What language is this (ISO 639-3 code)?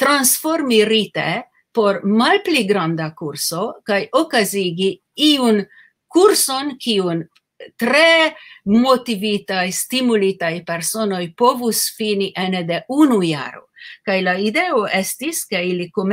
epo